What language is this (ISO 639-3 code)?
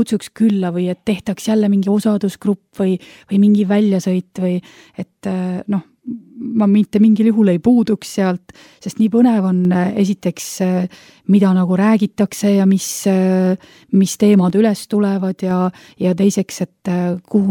est